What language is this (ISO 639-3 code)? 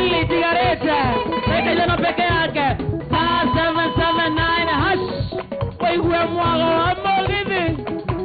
kik